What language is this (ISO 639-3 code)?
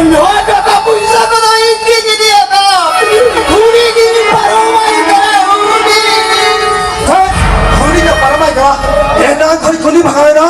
sat